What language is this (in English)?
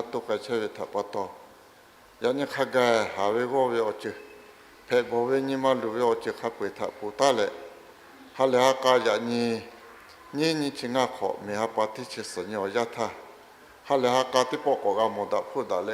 Lahu